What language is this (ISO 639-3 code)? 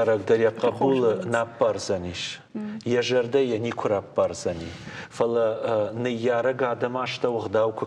oss